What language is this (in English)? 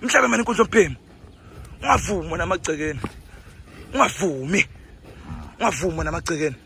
Zulu